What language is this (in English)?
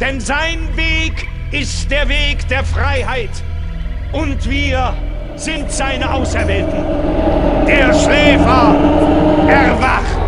Bavarian